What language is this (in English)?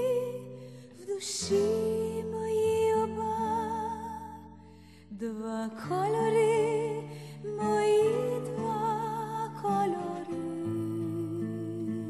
Ukrainian